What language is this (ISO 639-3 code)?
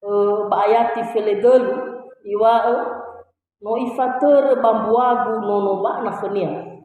nia